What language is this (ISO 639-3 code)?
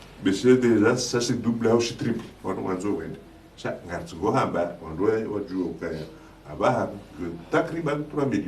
zdj